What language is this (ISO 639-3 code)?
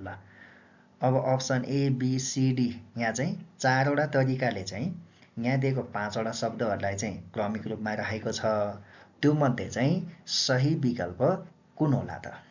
nep